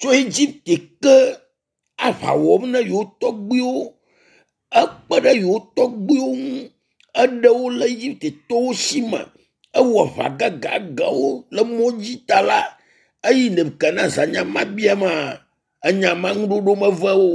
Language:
Ewe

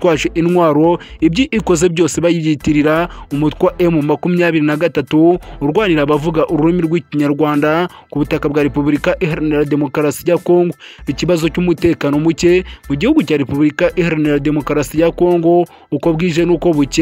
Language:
Kinyarwanda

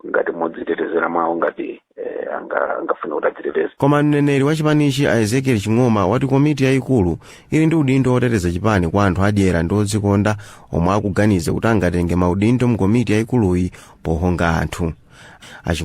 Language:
Nyanja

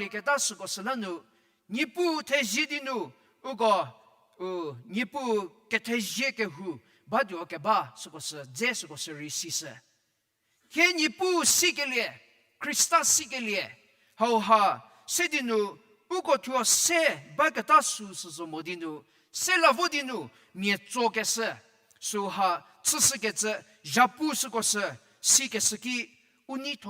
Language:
Angami Naga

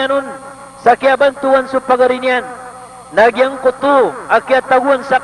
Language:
Maranao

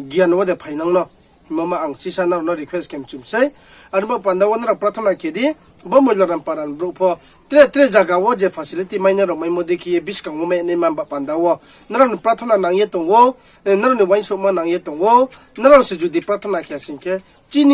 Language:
Riang (India)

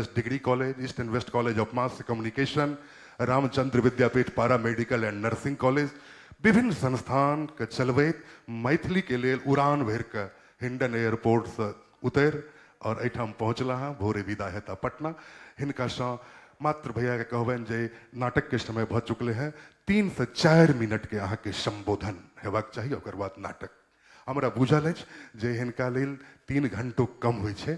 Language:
Maithili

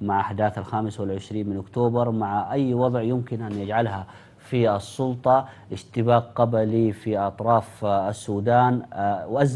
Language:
Arabic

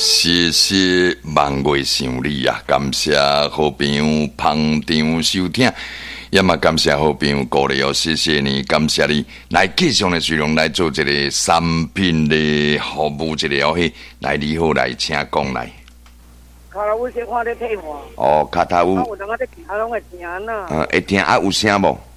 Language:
Min Nan Chinese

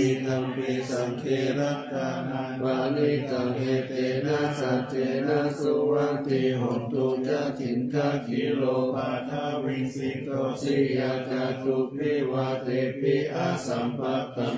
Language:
Pali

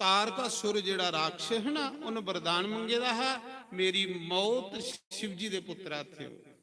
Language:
Dogri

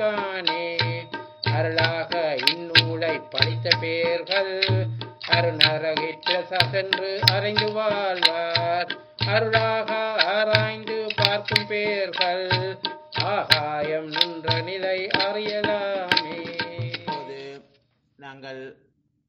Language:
Tamil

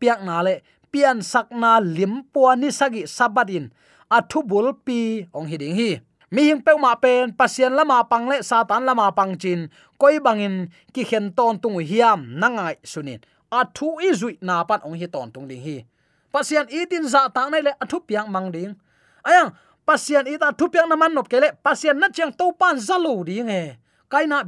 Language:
Tedim Chin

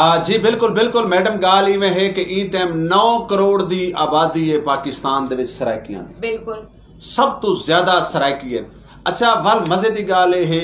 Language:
Saraiki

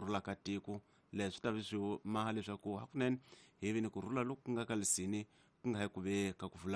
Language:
Tsonga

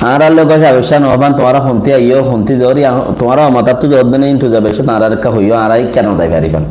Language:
Rohingya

